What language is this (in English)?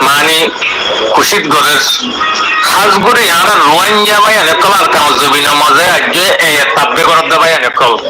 Rohingya